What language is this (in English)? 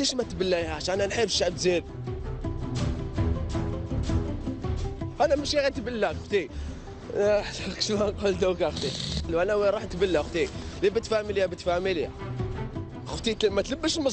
Algerian Arabic